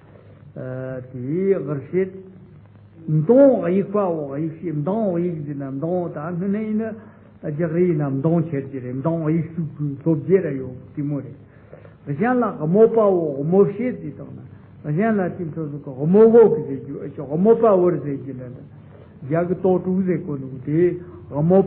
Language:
Tibetan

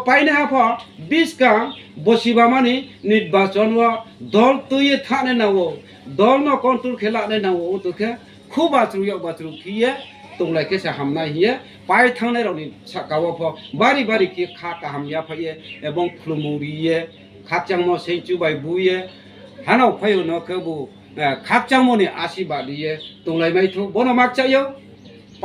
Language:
Riang (India)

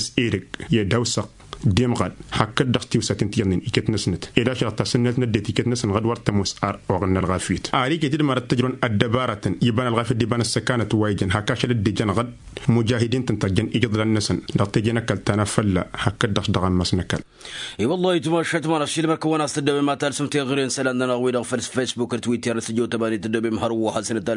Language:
Tamasheq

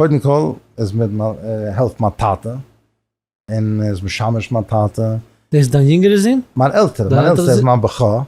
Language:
Yiddish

